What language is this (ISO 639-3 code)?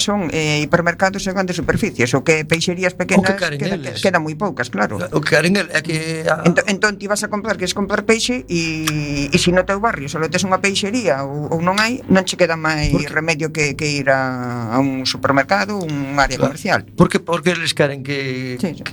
glg